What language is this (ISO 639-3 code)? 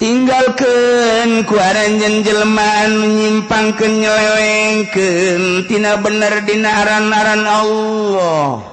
sun